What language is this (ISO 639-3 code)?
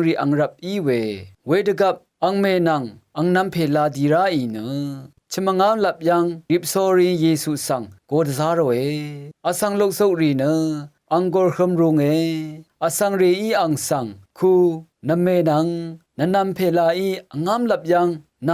raw